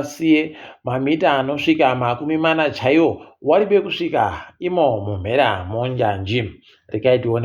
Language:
Ndau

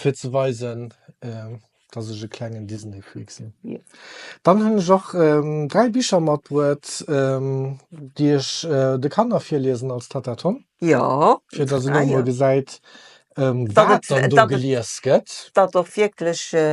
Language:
Luxembourgish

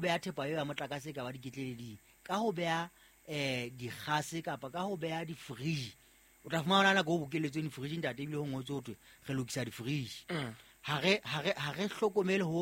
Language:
Southern Sotho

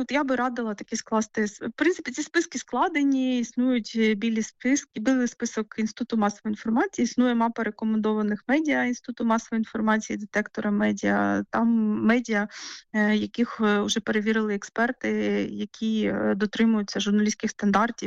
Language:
Ukrainian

